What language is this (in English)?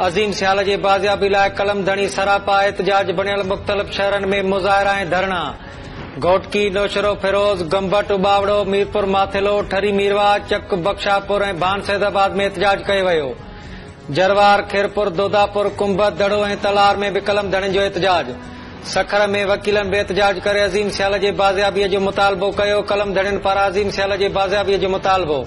Sindhi